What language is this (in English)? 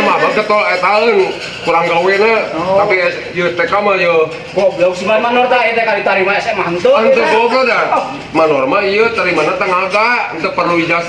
Sundanese